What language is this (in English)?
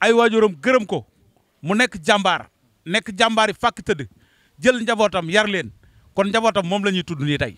Wolof